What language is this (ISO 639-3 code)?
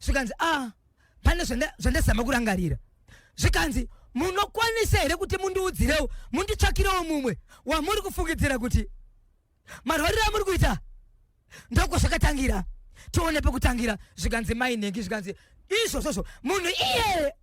sna